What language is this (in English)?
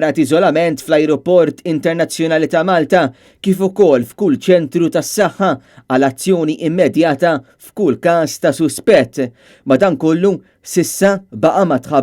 Maltese